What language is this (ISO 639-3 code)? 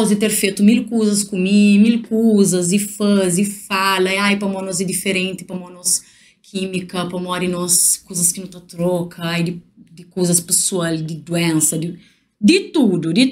kea